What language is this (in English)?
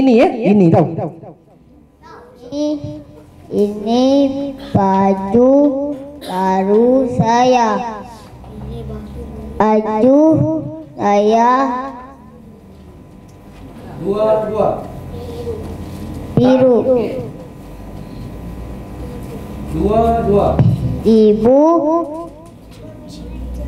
Malay